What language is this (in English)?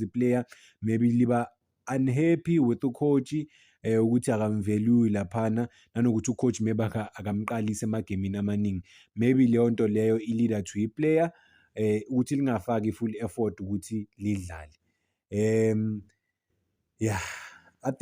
Zulu